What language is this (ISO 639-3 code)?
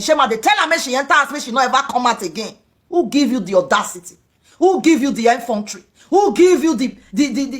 pcm